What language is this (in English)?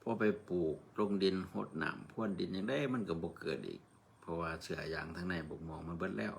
Northeastern Thai